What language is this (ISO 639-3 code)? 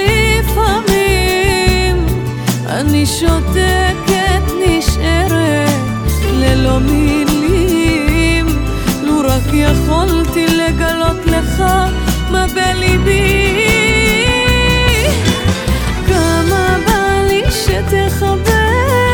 heb